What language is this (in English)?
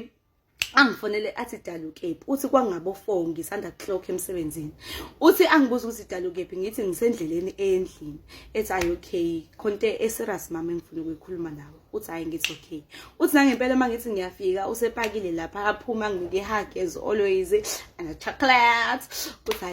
Zulu